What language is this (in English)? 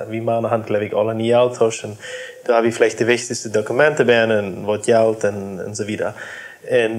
Plautdietsch